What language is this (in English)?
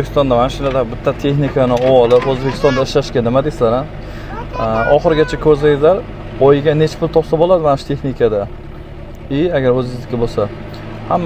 Uzbek